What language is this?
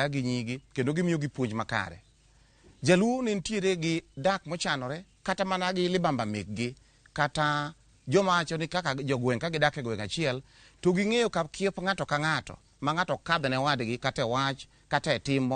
Luo (Kenya and Tanzania)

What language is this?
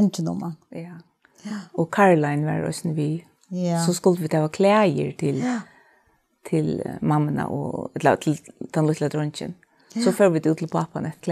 Faroese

